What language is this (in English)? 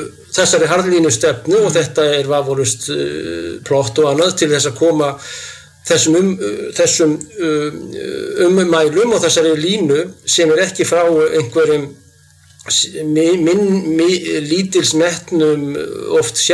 Icelandic